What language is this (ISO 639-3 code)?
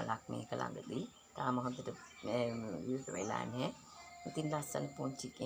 sin